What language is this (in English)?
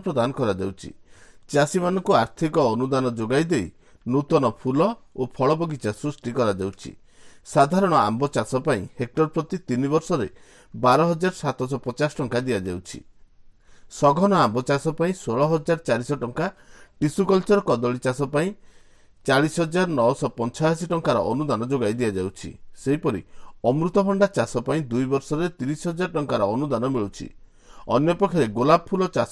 Odia